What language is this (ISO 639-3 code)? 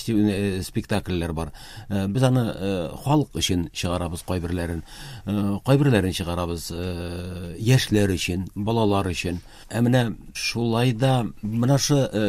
tat